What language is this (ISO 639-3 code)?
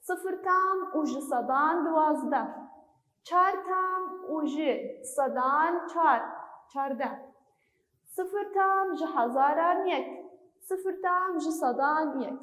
kur